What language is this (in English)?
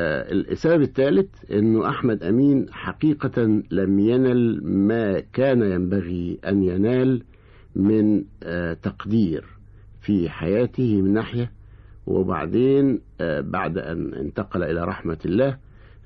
Egyptian Arabic